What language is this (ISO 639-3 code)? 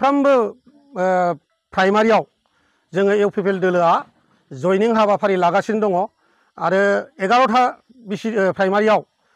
brx